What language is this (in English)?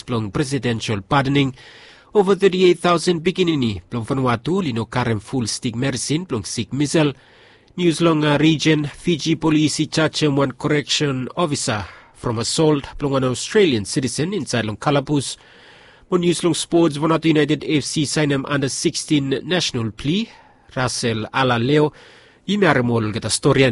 Bislama